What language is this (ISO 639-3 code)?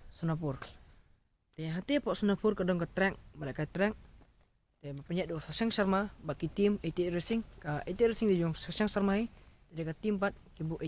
kha